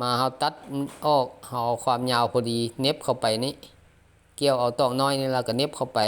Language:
Lao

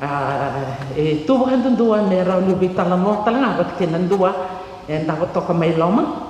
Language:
Fijian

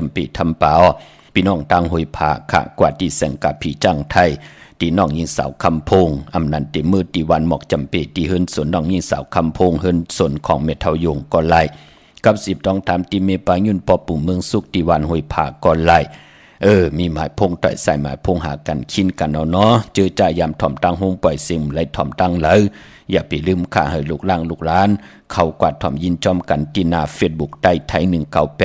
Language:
Shan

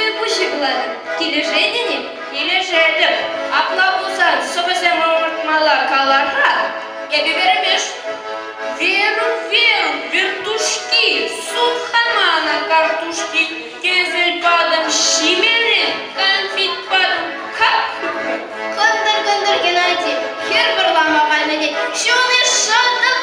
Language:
Chuvash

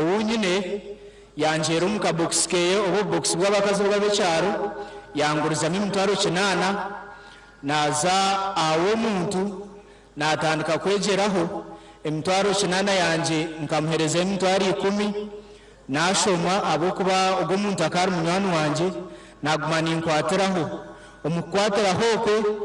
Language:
Nyankole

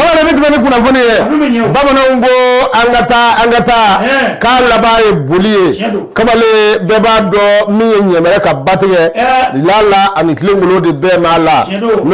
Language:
Bambara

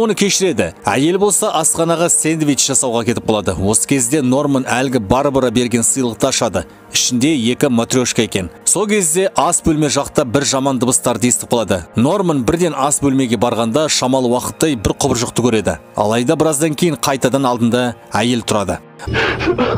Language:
Kazakh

